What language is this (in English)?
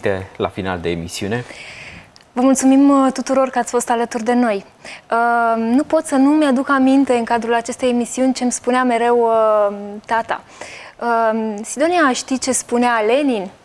Romanian